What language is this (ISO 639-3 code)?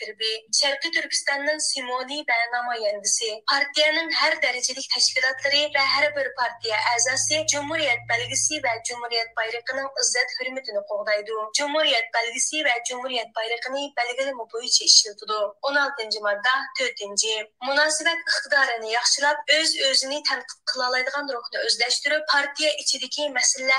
uig